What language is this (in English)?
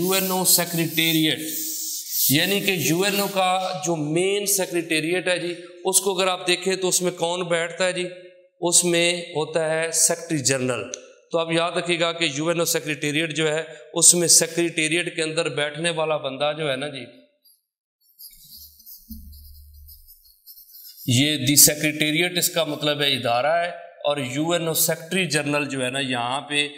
Urdu